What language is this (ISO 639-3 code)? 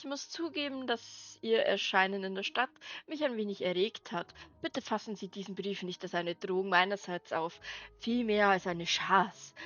bar